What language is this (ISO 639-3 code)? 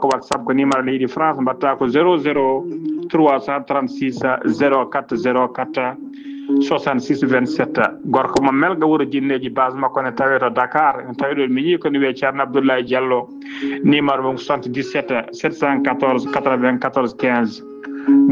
ful